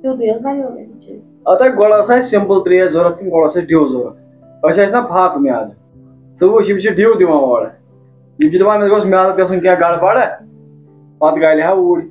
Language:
Kashmiri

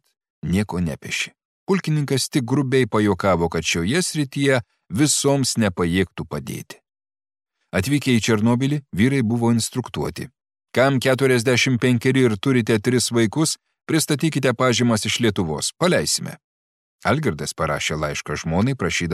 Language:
Lithuanian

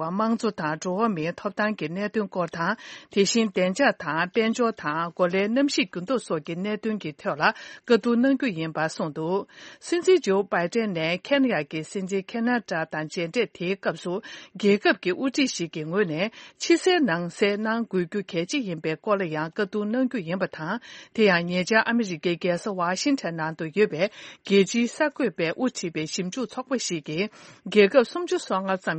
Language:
Tibetan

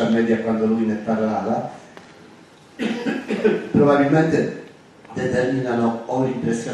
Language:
Italian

